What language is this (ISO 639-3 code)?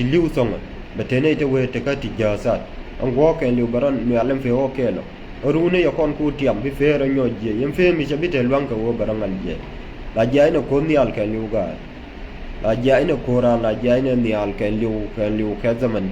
nus